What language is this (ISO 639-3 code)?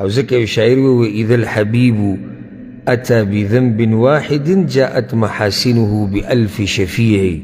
pus